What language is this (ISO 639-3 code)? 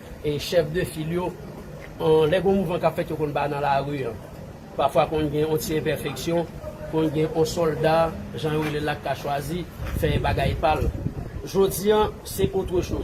hat